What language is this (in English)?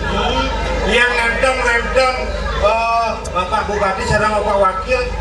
Balinese